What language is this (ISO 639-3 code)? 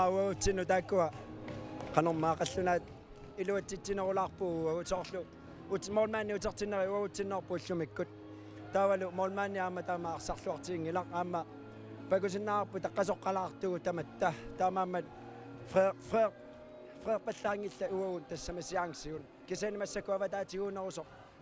kal